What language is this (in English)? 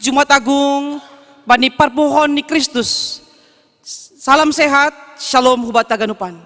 Batak Simalungun